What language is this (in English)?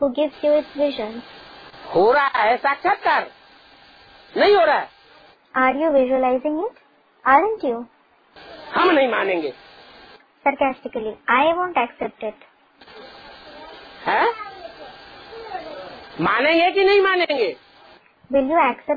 Hindi